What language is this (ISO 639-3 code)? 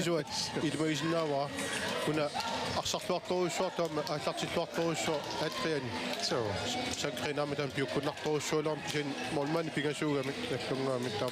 kal